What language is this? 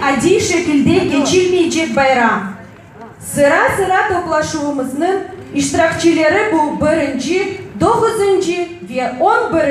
Crimean Tatar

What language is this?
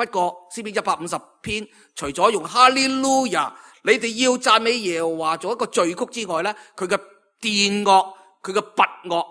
Cantonese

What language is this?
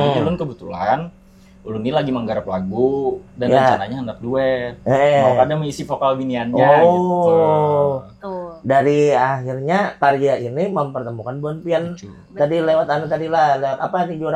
Banjar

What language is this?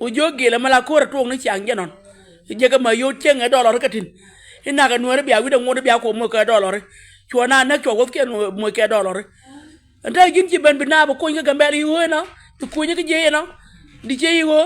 Nuer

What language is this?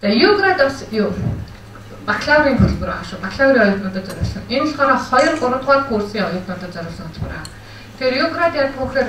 Mongolian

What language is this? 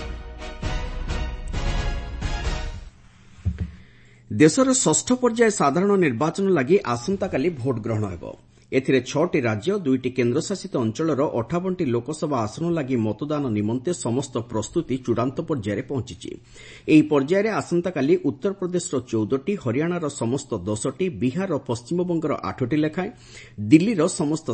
Odia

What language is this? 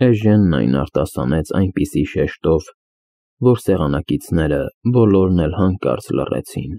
Armenian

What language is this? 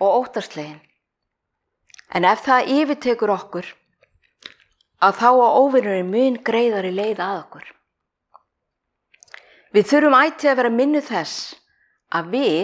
Icelandic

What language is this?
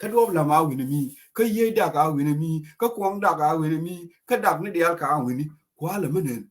Nuer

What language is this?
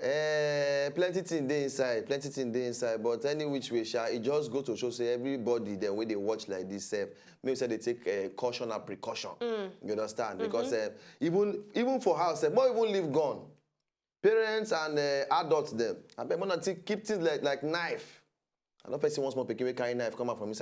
Nigerian Pidgin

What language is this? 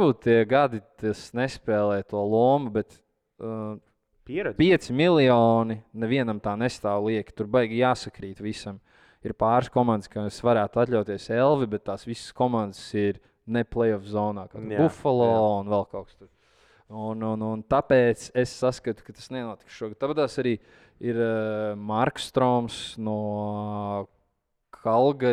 Latvian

